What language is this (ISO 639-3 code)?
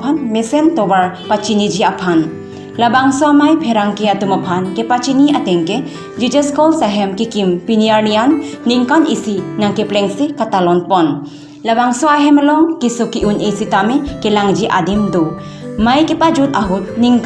mjw